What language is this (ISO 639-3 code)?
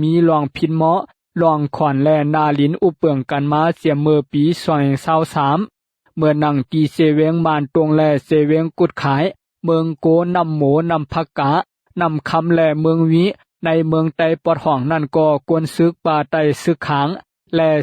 shn